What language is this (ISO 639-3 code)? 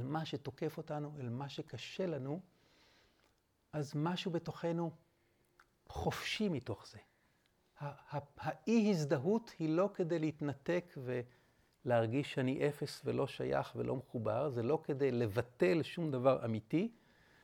heb